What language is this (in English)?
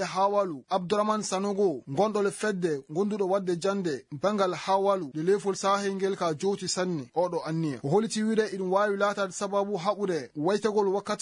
Fula